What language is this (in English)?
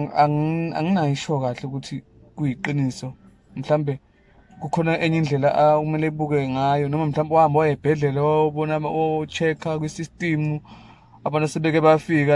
Zulu